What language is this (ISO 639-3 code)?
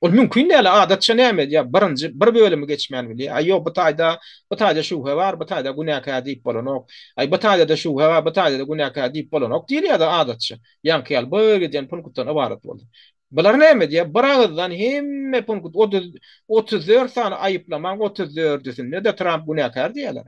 tuk